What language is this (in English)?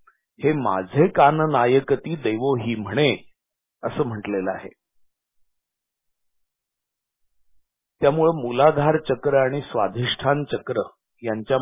Marathi